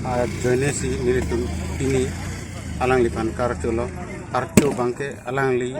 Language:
Karbi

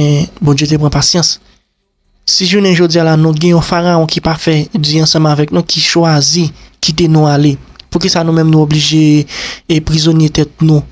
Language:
Haitian Creole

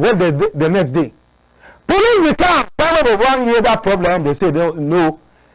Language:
Cameroon Pidgin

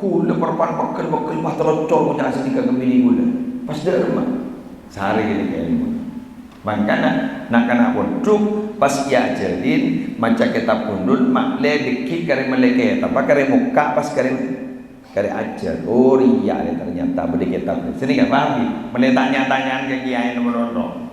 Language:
Madurese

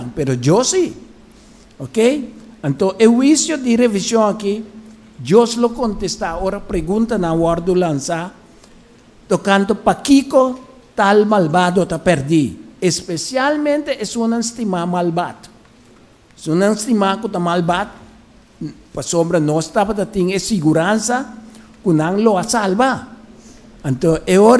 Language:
Papiamento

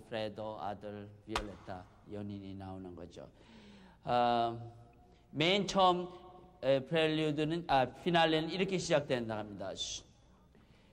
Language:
Korean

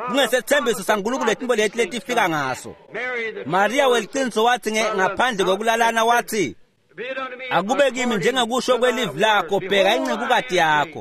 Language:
Swati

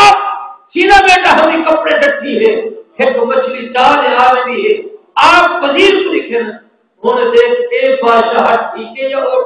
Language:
Saraiki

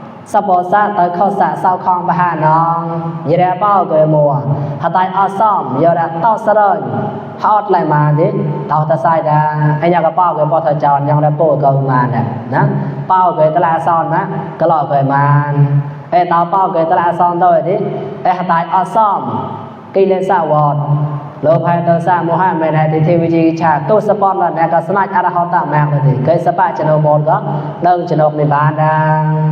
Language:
Mon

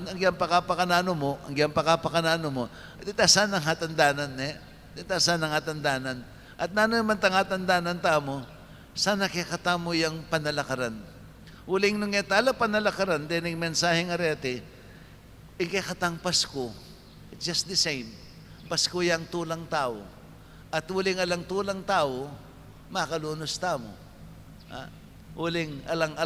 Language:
Pampanga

